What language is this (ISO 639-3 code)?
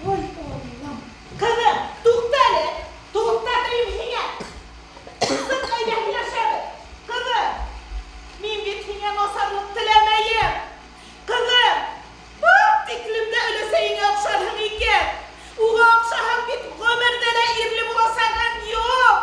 bak